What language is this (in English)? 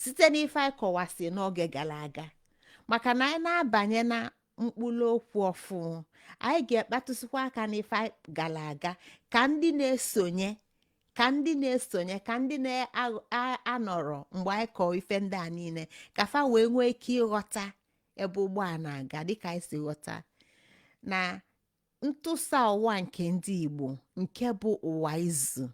Igbo